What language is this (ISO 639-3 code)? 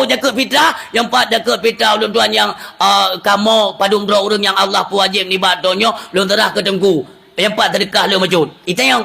ace